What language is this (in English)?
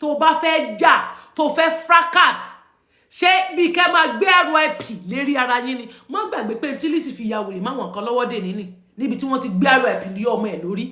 Yoruba